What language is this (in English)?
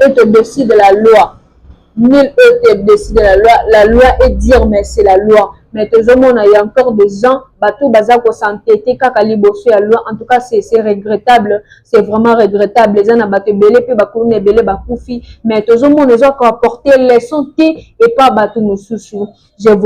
Lingala